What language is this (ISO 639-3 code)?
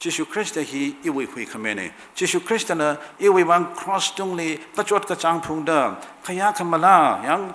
nmf